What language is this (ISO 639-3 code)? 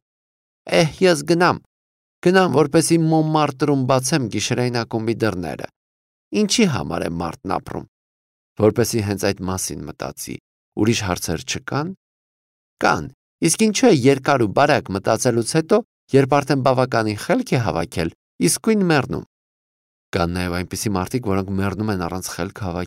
hye